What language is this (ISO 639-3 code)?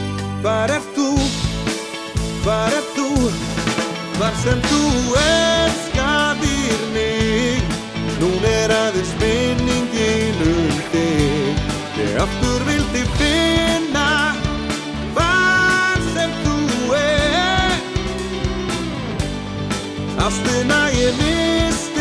isl